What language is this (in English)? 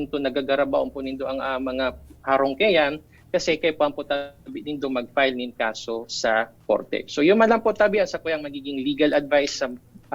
Bikol